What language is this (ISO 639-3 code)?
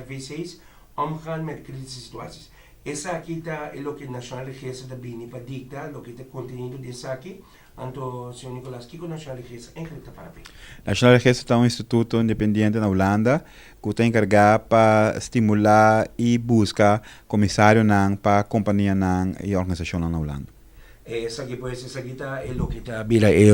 pap